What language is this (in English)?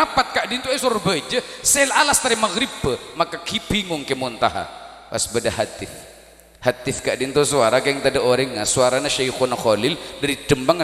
Madurese